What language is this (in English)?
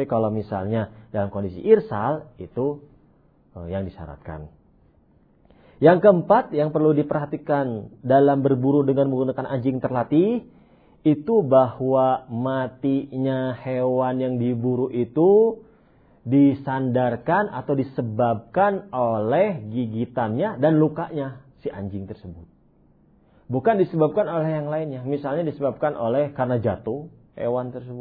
Indonesian